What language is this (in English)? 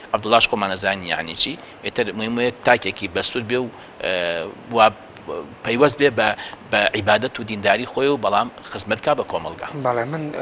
Central Kurdish